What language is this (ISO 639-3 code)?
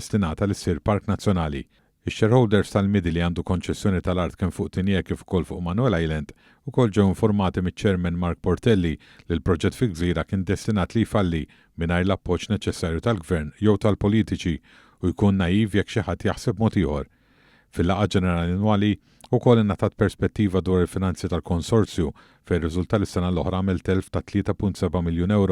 mlt